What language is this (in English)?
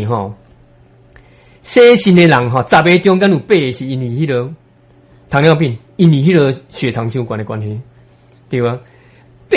Min Nan Chinese